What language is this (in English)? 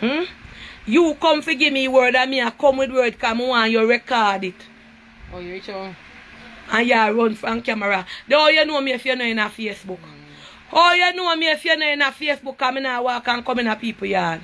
Jamaican Creole English